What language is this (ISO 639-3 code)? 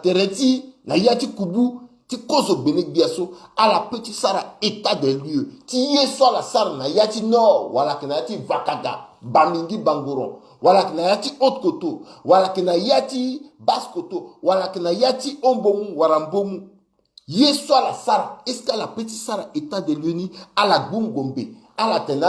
sag